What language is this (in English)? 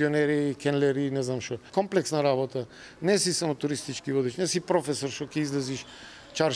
Macedonian